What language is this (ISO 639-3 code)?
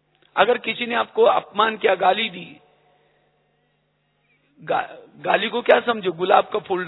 hin